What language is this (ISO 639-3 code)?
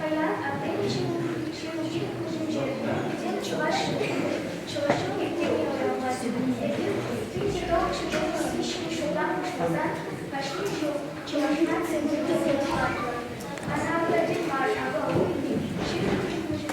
chv